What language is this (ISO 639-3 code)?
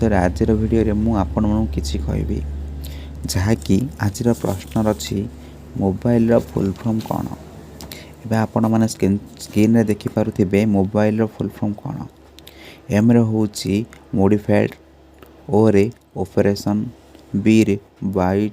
ori